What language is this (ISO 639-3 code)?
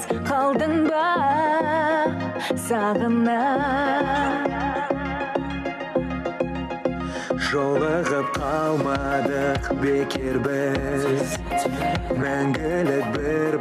kaz